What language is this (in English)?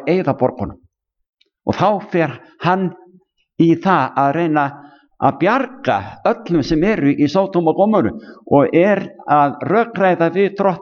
Icelandic